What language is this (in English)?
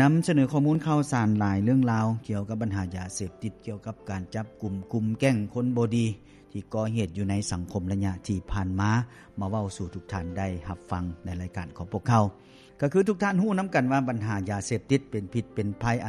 Lao